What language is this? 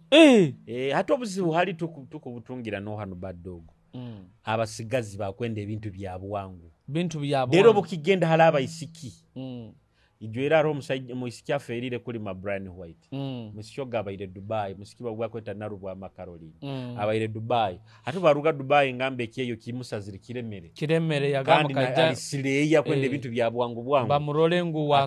Nyoro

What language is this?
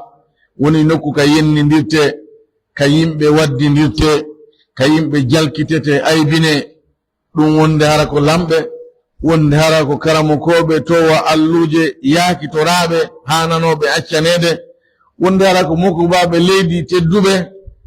Pular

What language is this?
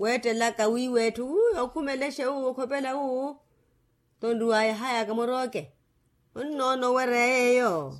Makhuwa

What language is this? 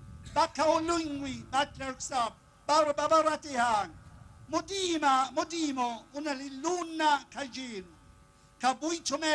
Tswana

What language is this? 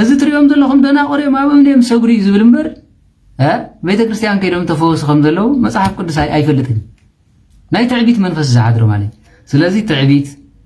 Tigrinya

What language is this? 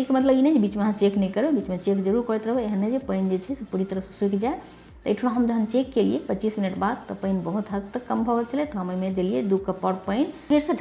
Maithili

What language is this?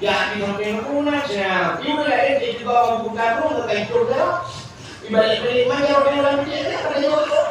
Achinese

